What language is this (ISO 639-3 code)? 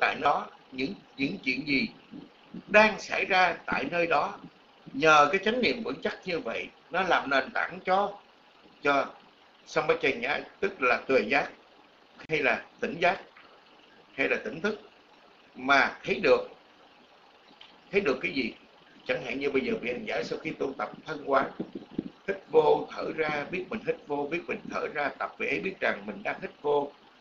vie